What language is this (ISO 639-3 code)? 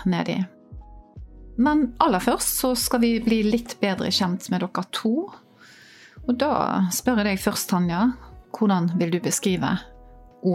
nor